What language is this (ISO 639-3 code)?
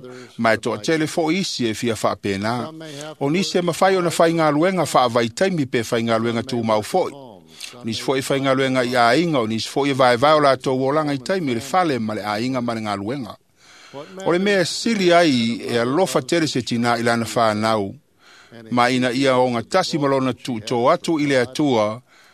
smo